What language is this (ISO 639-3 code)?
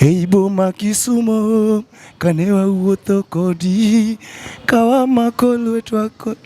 luo